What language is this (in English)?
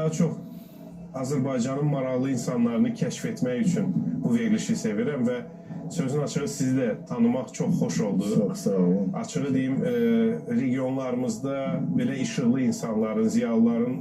Azerbaijani